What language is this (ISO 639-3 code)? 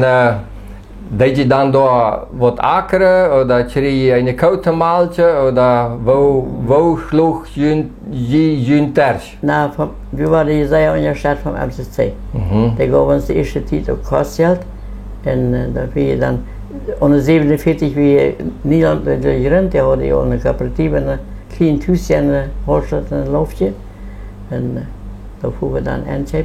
pdt